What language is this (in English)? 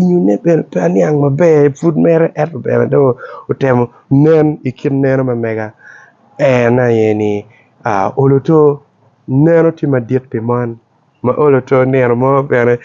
Acoli